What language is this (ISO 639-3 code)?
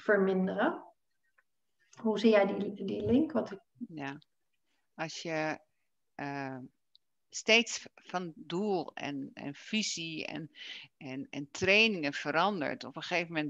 nld